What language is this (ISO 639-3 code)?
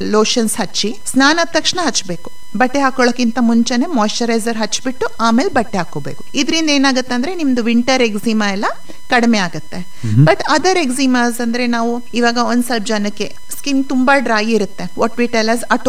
kan